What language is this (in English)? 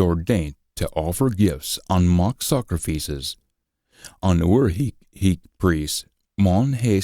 Scots